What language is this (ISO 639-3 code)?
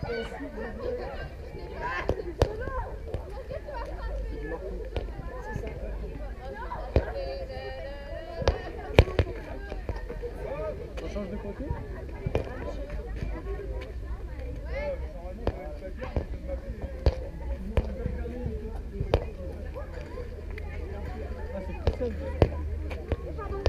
fra